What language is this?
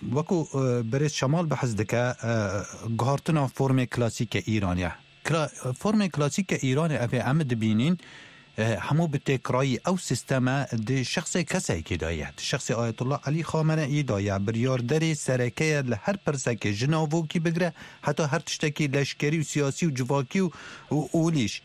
Kurdish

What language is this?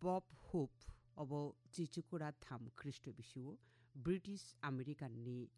Kok Borok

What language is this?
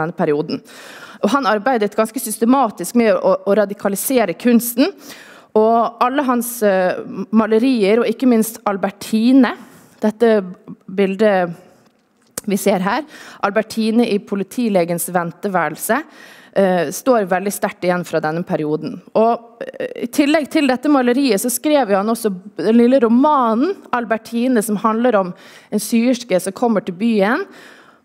Norwegian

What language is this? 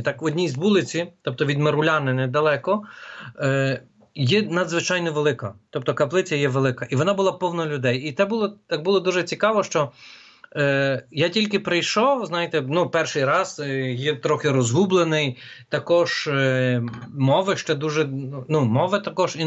Ukrainian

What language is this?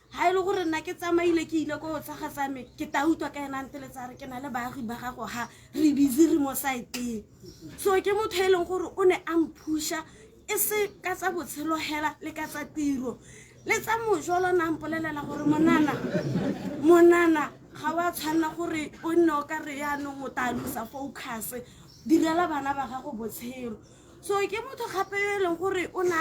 Tswana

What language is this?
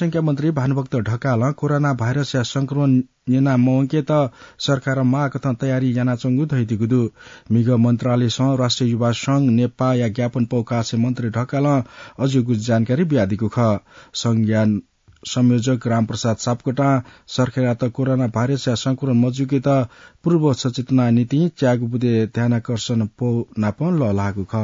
Newari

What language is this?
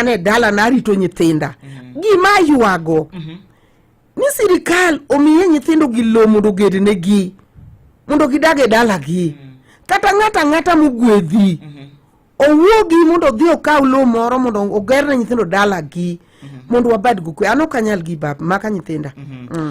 Luo (Kenya and Tanzania)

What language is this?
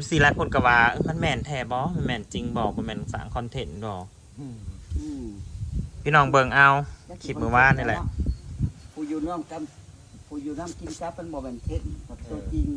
Northeastern Thai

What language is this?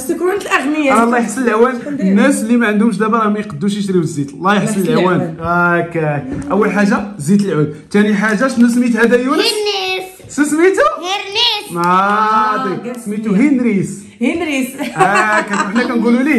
Moroccan Arabic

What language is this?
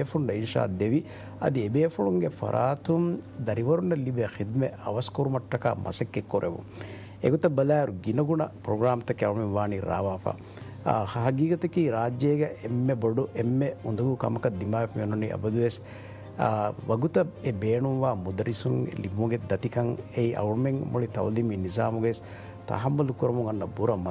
Divehi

